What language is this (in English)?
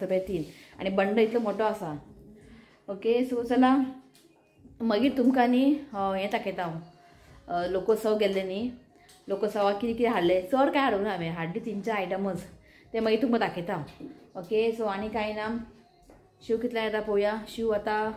Konkani